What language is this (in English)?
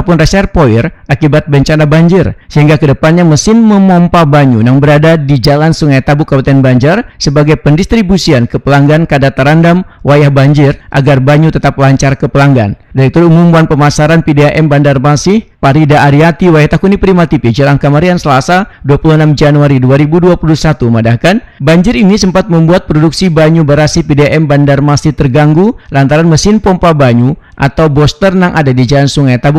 Banjar